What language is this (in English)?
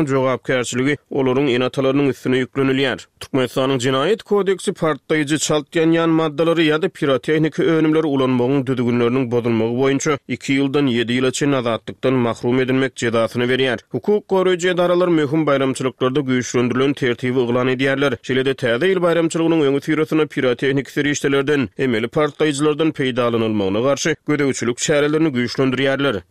Turkmen